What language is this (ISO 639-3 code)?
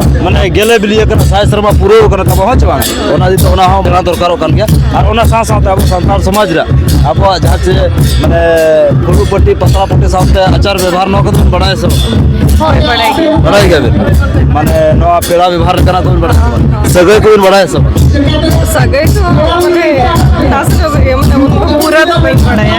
sat